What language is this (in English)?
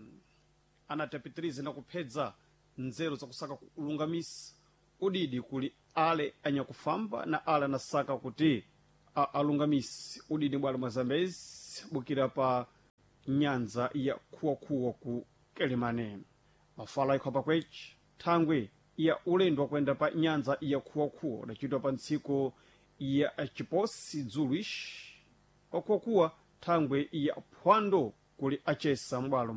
Sena